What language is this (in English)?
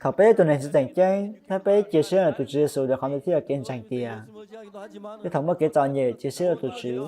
Hmong